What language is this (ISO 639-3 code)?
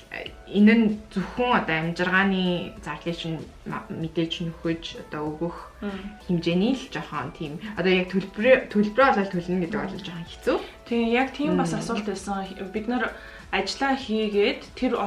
mon